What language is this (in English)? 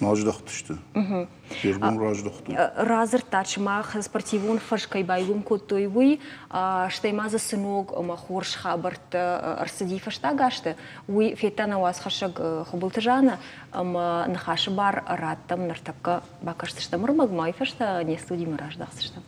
Ossetic